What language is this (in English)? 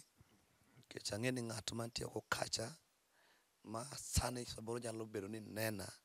Luo (Kenya and Tanzania)